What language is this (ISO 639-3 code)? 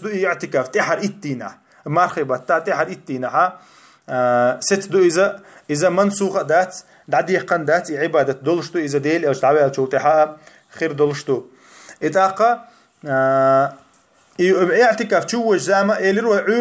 che